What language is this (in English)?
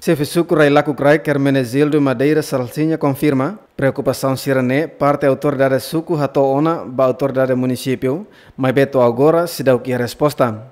Tetum